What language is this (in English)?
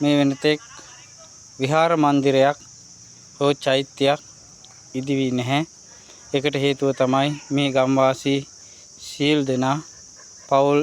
Sinhala